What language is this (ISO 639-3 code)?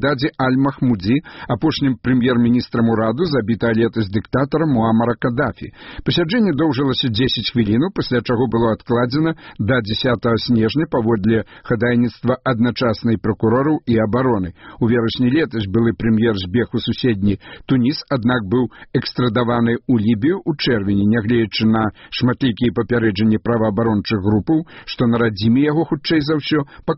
bel